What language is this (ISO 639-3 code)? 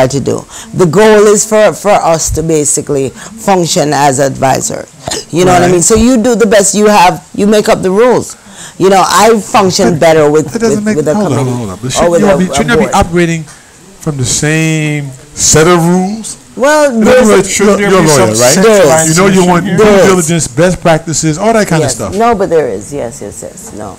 eng